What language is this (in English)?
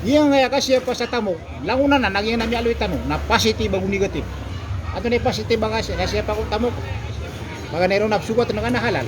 Maranao